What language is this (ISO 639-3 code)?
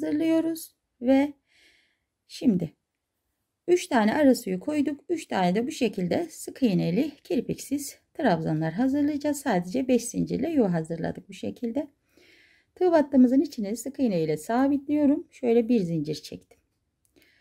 tur